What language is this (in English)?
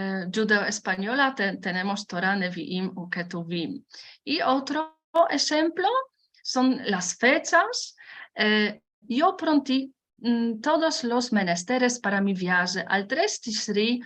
Ladino